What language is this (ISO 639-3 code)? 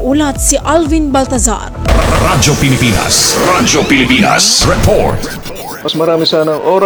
fil